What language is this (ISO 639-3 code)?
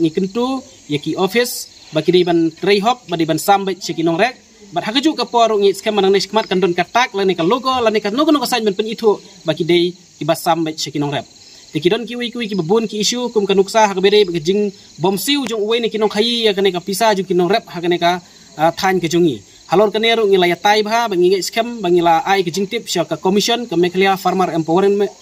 kha